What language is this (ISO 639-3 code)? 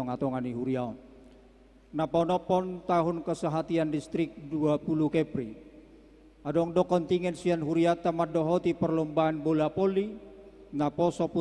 bbc